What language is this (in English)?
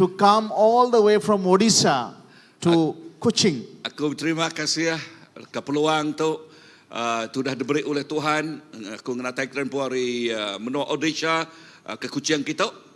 Iban